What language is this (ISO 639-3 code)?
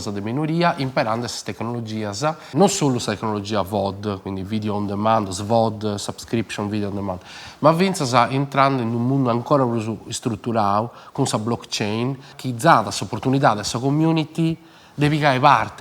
srd